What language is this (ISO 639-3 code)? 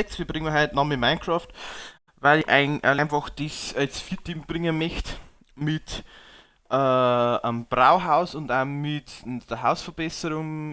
bar